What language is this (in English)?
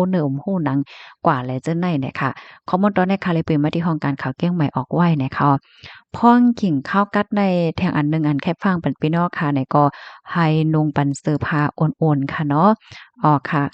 Shan